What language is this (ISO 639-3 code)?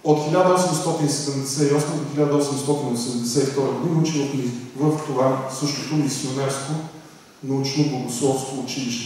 bul